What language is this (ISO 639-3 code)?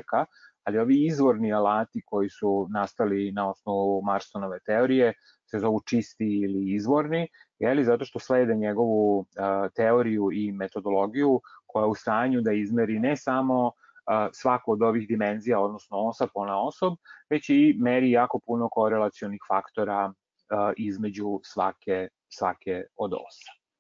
srp